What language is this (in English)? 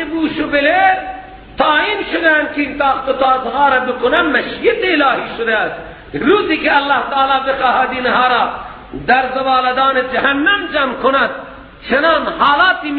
Persian